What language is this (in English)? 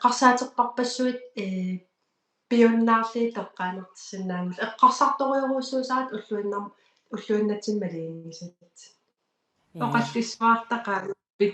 Kalaallisut